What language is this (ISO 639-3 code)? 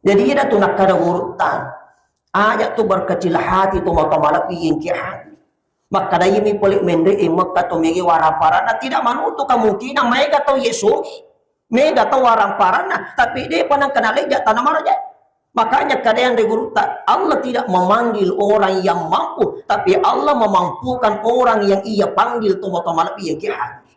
bug